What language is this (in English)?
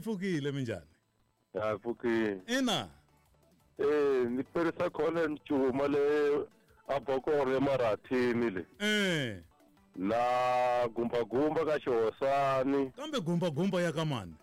Tsonga